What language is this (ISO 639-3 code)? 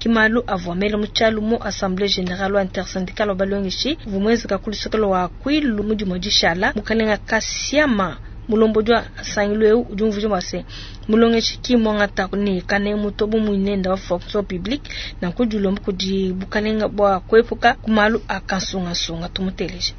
lua